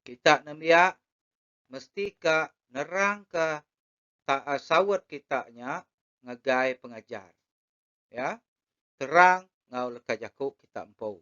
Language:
Iban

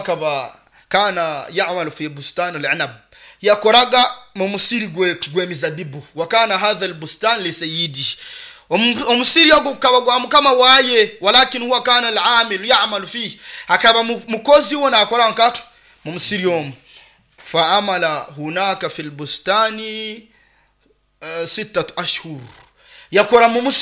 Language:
Nyoro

